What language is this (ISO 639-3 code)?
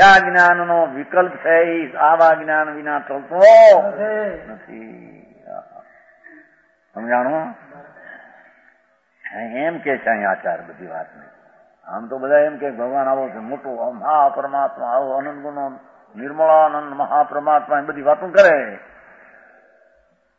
guj